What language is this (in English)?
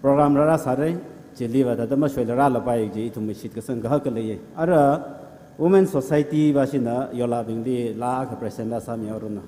Tangkhul Naga (India)